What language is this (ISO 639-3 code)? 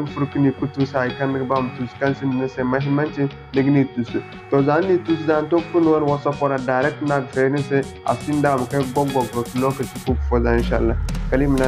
dje